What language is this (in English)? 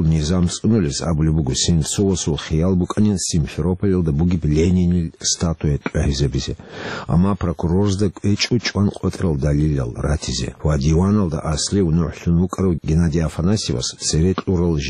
Avaric